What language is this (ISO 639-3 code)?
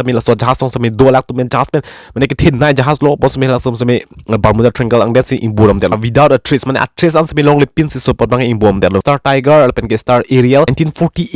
mjw